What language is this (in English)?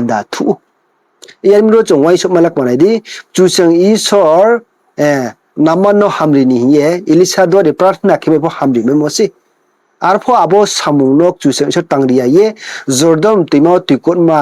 Riang (India)